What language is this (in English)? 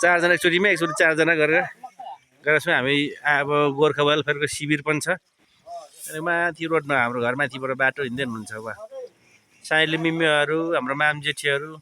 Nepali